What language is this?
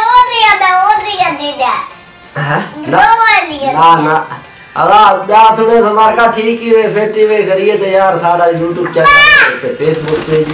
Saraiki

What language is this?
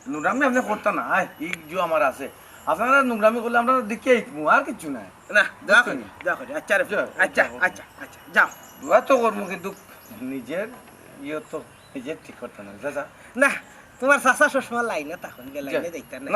Sylheti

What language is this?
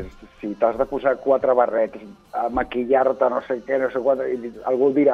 Catalan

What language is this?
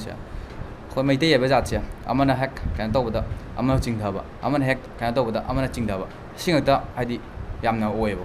Manipuri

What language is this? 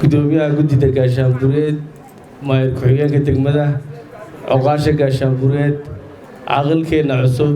Somali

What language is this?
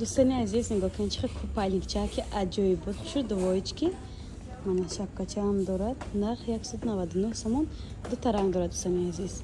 Tajik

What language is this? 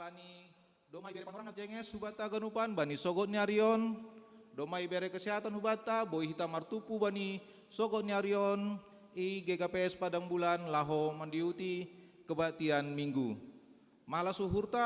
Batak Simalungun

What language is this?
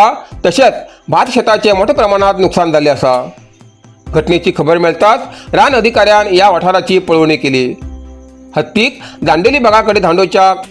Konkani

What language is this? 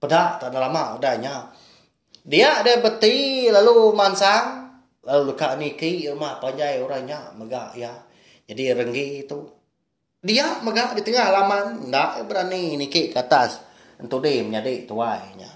Iban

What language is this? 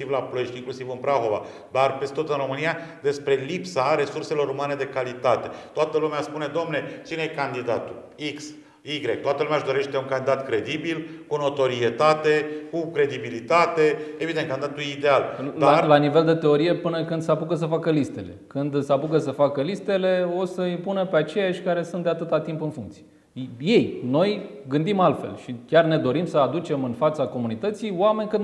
Romanian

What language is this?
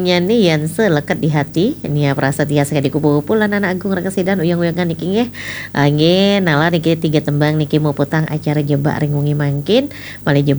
Balinese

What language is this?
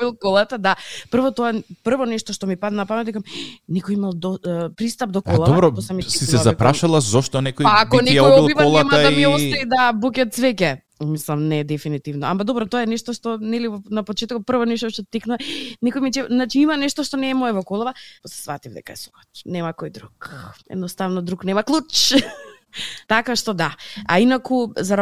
Macedonian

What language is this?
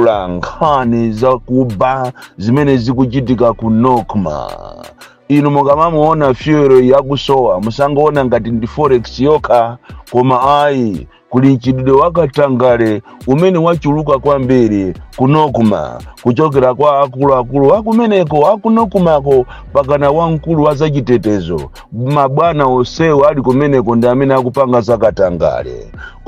Nyanja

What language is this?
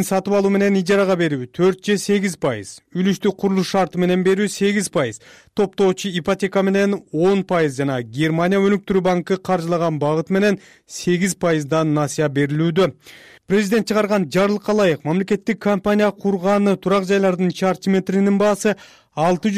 Kyrgyz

